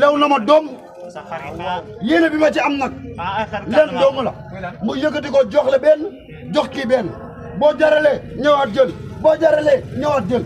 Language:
Wolof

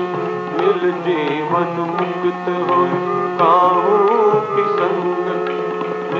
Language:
Hindi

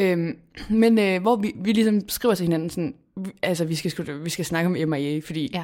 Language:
Danish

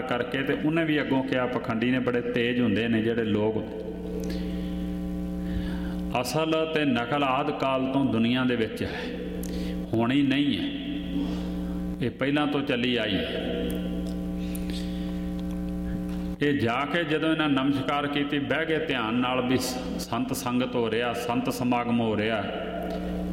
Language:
Punjabi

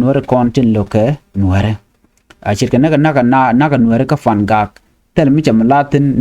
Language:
Nuer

